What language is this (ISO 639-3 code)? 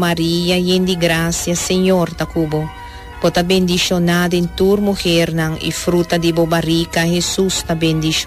pap